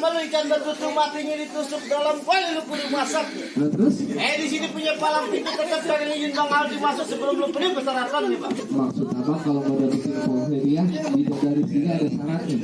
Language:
Betawi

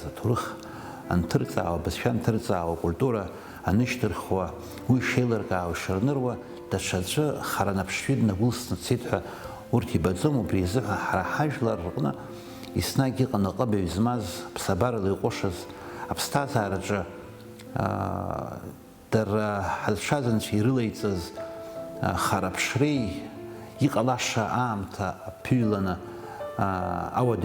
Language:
Abkhazian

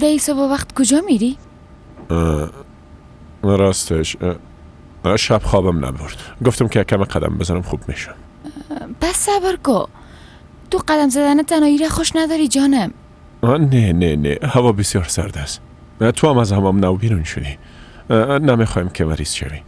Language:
Persian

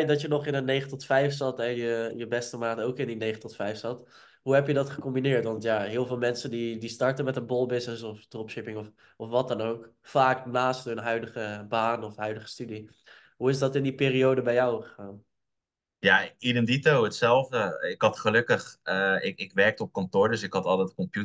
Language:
Dutch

